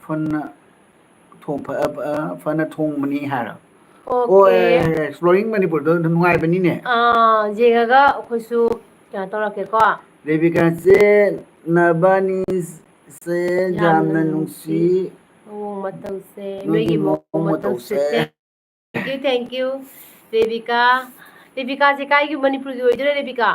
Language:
Manipuri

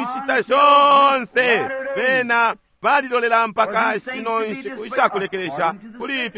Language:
Bemba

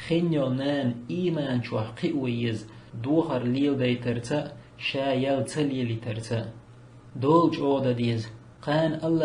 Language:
Chechen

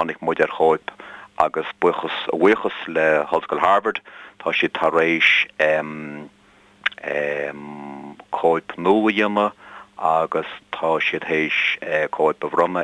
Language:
Irish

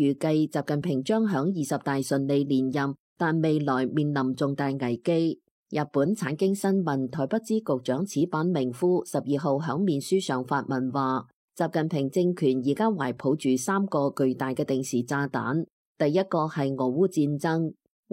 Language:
Cantonese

